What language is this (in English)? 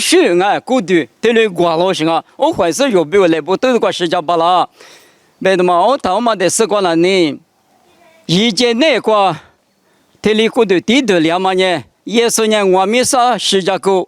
Lisu